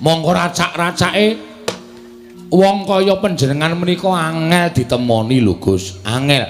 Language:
Javanese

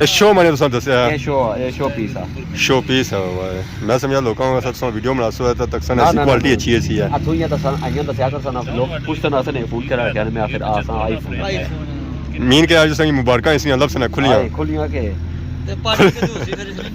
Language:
Pahari-Potwari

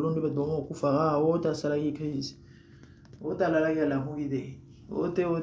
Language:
Lingala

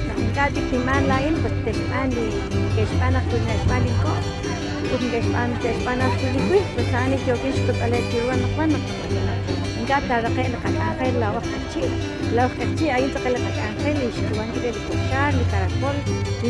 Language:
Kekchí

